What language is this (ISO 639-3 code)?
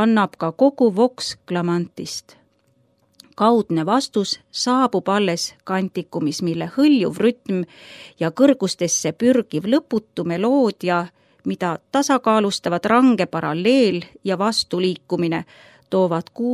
est